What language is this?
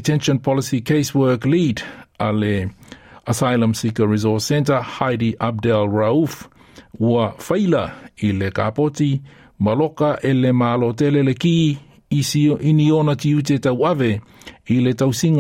Samoan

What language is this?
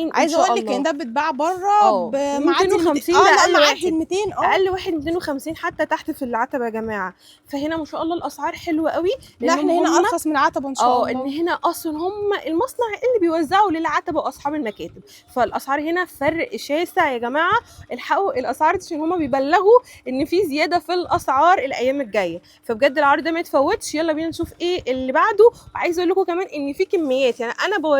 Egyptian Arabic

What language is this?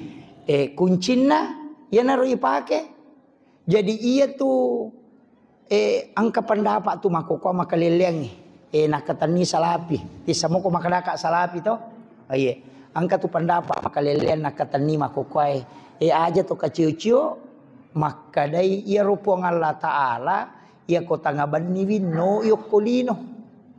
Buginese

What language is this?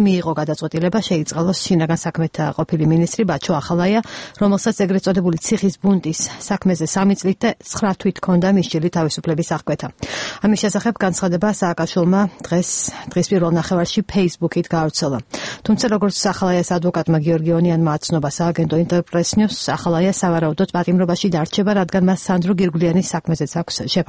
Georgian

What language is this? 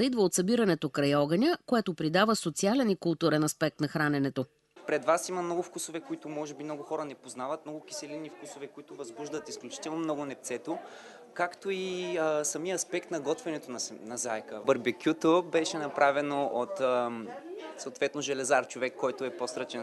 Bulgarian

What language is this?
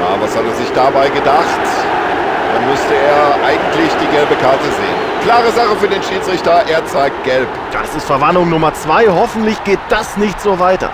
Bavarian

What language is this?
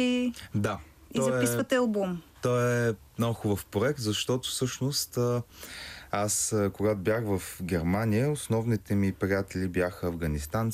Bulgarian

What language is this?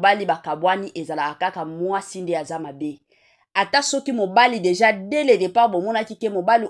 Lingala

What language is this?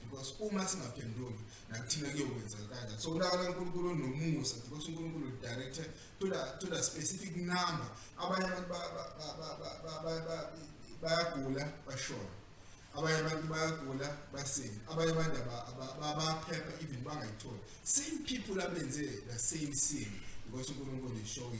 Zulu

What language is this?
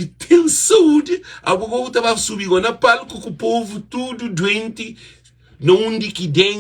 Kabuverdianu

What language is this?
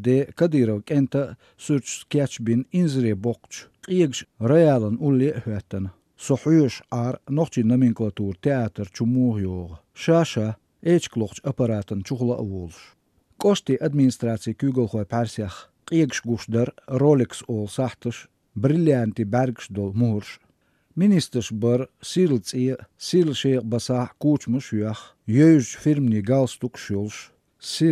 Chechen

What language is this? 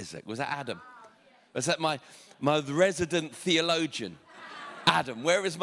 English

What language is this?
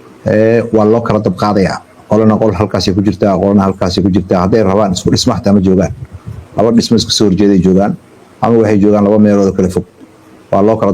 Somali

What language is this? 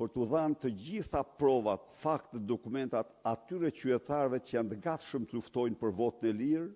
Albanian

